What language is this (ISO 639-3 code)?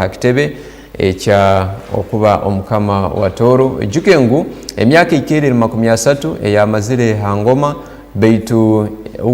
ttj